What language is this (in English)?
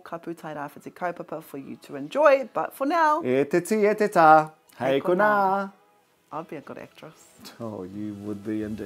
Māori